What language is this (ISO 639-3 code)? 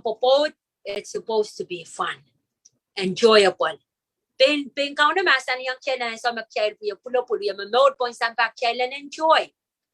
pon